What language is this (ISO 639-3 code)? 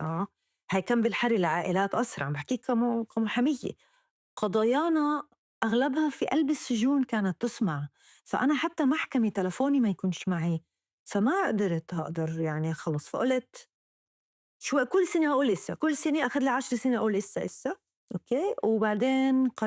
apc